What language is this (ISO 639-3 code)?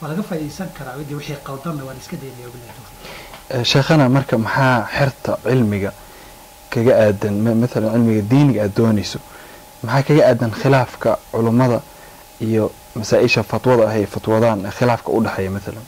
som